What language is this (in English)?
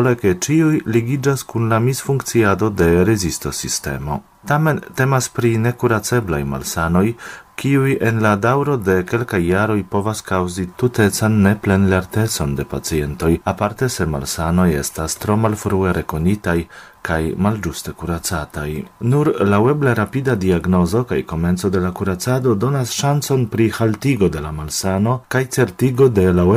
Esperanto